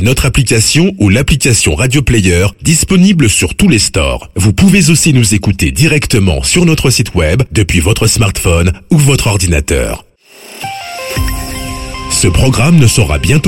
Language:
French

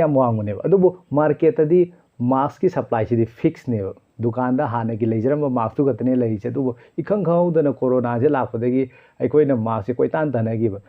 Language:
Manipuri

